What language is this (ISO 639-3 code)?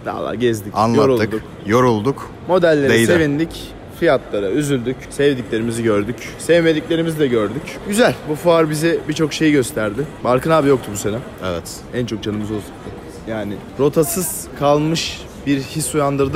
tur